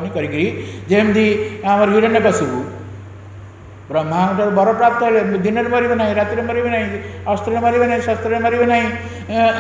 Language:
Odia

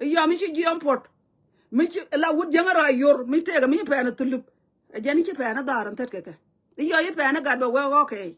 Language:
Nuer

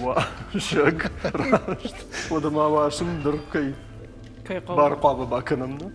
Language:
Ossetic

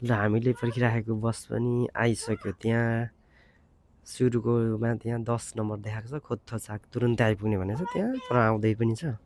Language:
Nepali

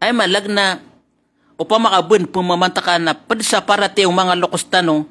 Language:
Maranao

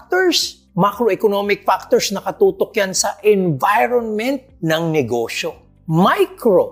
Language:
Filipino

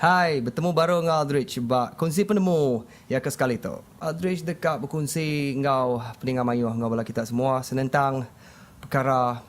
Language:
Iban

